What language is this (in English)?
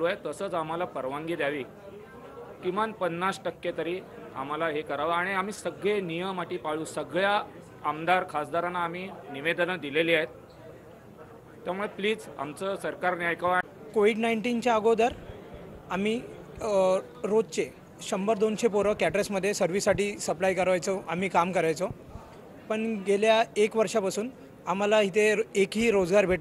Marathi